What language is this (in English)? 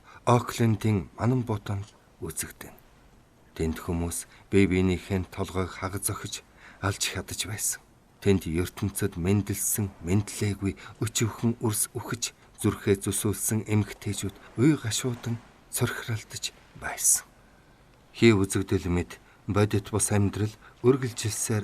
Mongolian